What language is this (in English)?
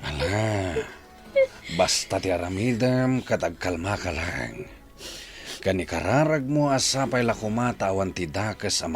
Iloko